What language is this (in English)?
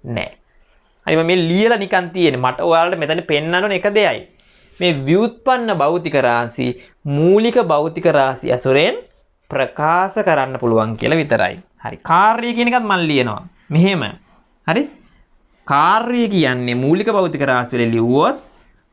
Sinhala